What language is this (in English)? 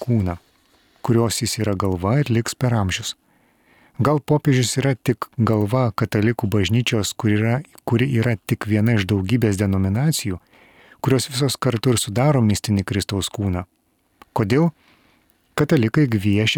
Lithuanian